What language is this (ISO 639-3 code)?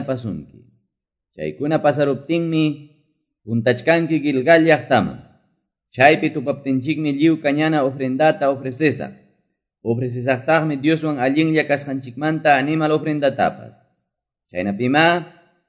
que